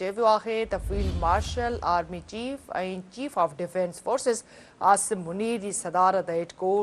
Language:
Sindhi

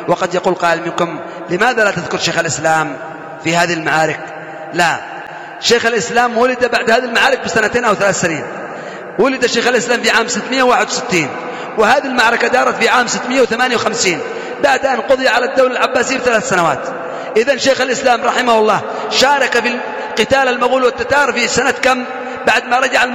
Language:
Arabic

